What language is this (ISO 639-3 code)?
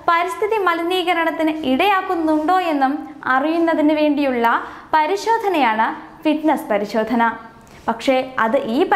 mal